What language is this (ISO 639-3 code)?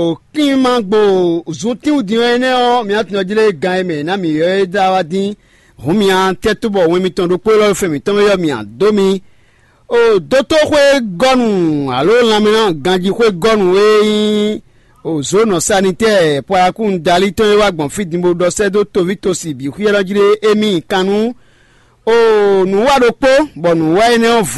fon